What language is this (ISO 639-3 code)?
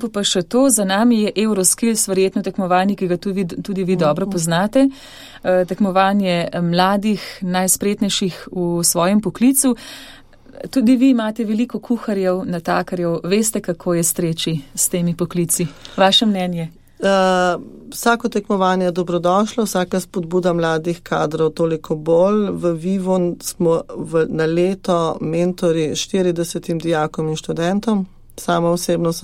slv